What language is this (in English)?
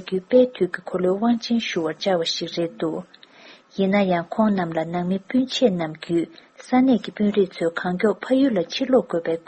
Tibetan